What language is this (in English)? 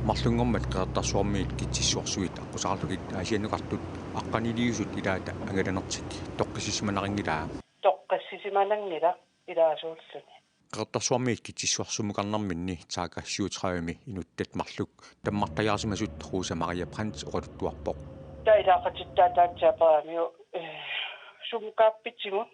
Kalaallisut